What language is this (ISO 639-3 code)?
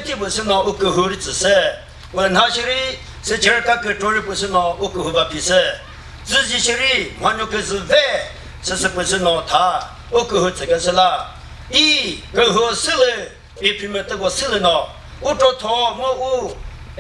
nri